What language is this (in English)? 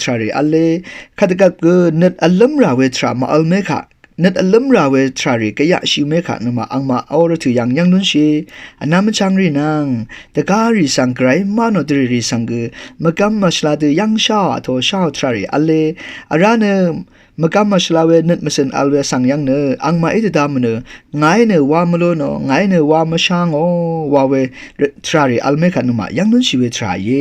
Rawang